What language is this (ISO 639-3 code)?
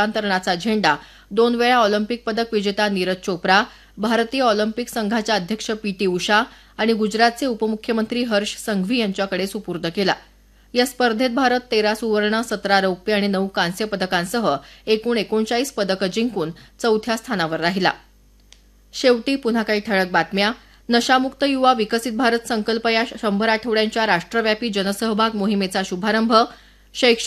mar